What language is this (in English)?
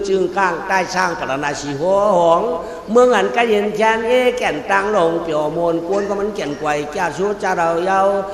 Shan